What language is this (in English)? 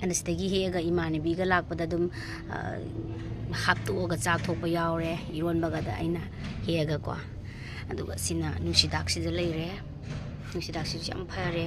Manipuri